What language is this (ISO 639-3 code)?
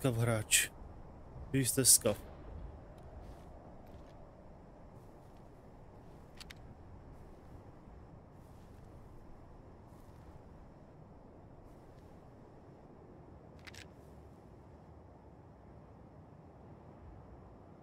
ces